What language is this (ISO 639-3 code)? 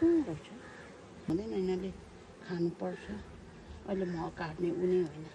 nep